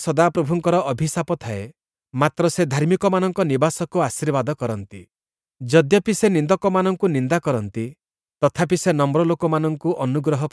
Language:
Odia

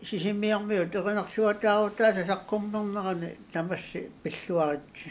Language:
Kalaallisut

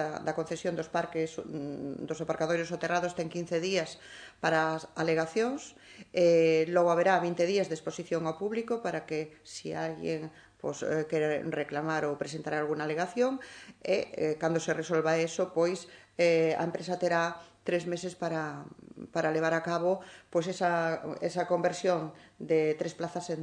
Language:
Galician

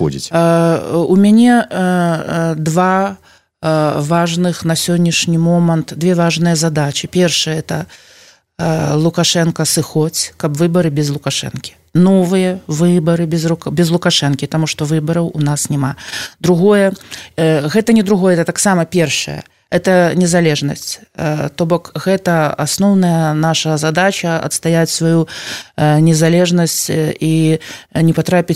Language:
Belarusian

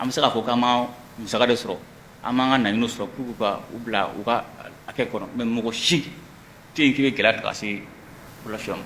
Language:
Bambara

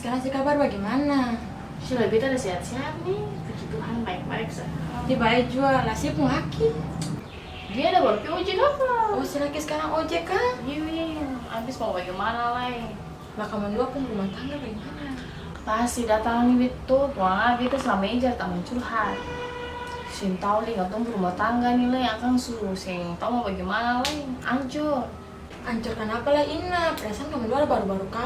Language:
Ambonese Malay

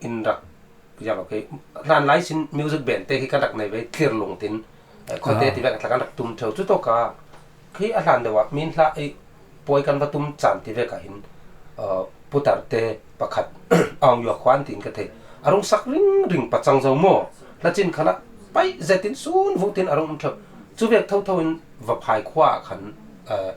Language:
Falam Chin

